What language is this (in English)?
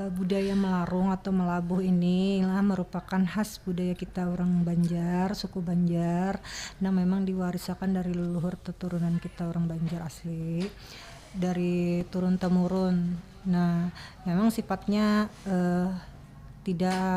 Banjar